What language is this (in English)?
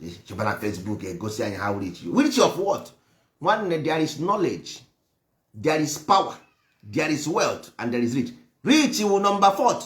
Igbo